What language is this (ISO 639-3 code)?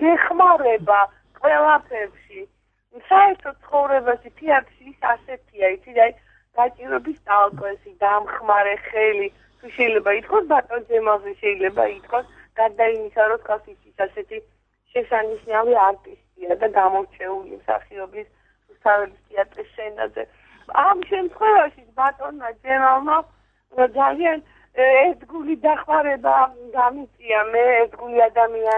kat